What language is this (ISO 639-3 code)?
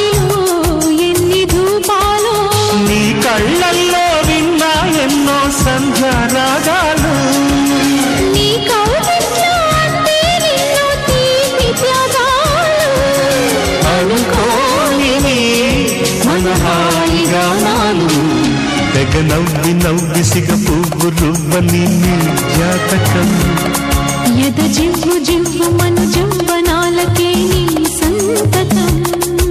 tel